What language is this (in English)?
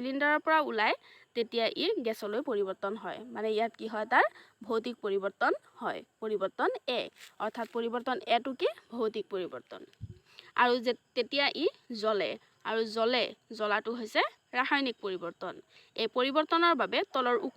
Assamese